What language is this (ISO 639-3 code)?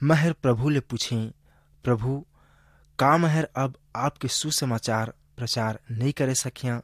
hne